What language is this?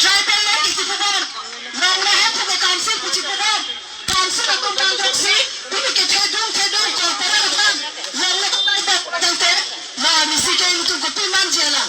Karbi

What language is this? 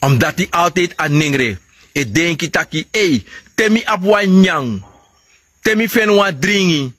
Sranan Tongo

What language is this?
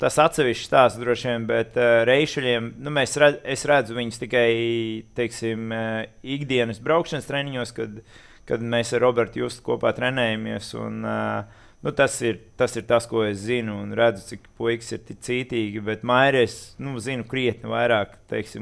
Latvian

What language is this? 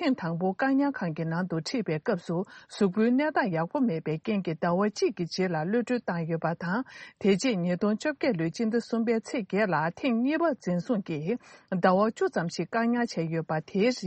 Tibetan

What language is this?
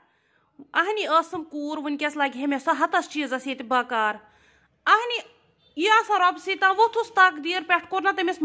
Kashmiri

